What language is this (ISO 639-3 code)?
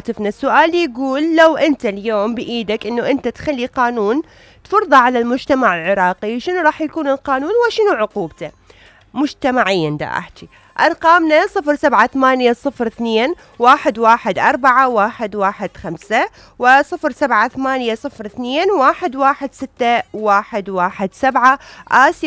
acm